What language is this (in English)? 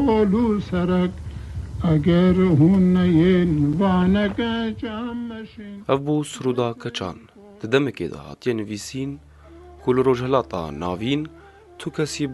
Kurdish